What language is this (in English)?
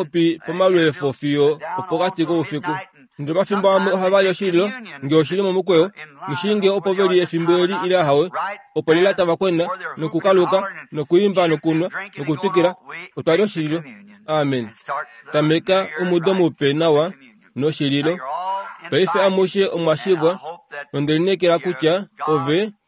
Kuanyama